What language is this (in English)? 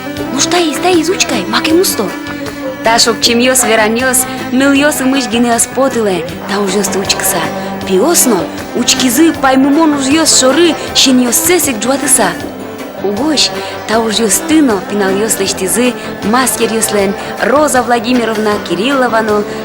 Udmurt